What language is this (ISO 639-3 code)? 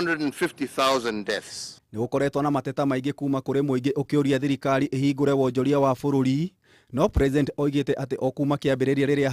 kik